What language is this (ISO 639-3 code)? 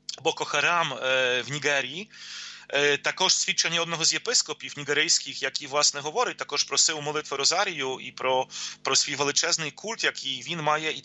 ukr